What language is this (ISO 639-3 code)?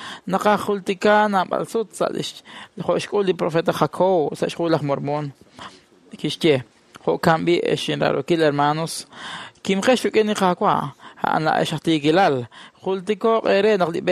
kek